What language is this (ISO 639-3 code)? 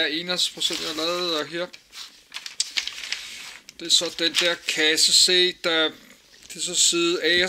dan